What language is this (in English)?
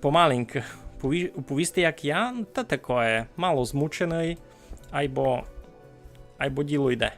Rusyn